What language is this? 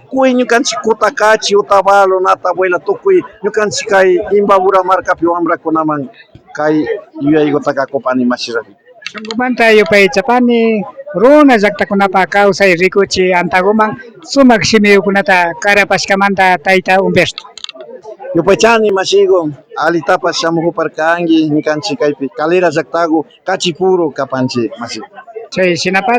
Imbabura Highland Quichua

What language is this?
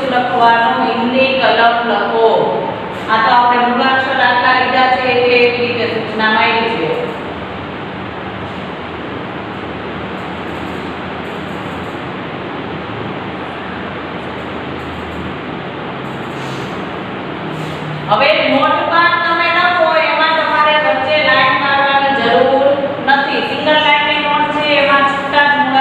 Gujarati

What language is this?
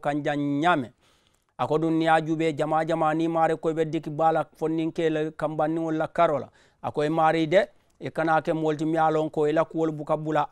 Mandingo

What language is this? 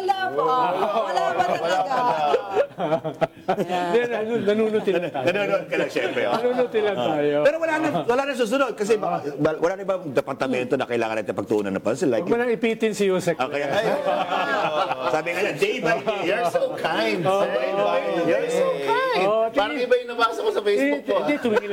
Filipino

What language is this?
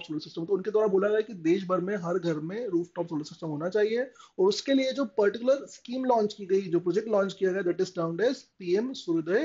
Hindi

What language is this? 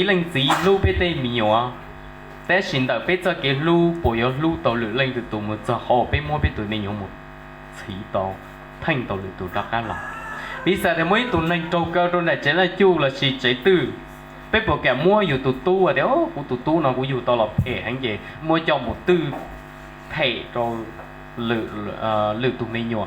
Hmong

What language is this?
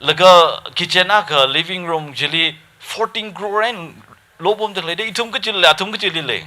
Tangkhul Naga (India)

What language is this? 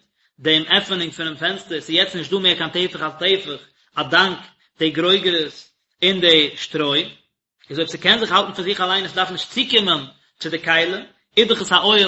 Yiddish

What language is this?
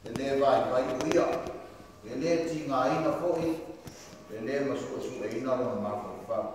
Samoan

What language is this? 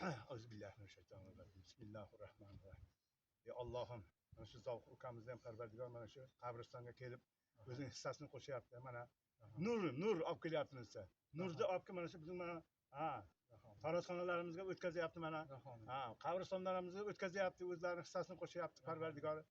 Uzbek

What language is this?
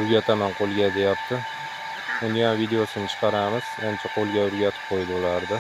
Uzbek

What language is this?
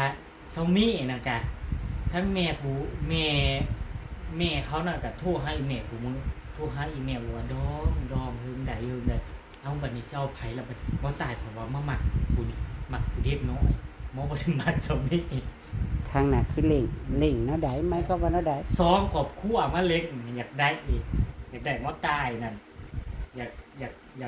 Northeastern Thai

